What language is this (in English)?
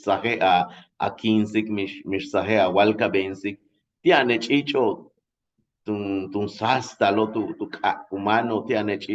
Yucateco